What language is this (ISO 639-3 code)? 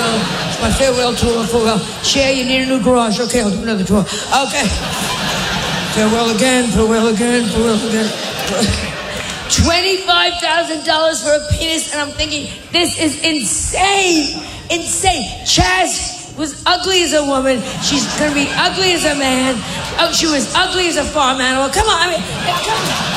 eng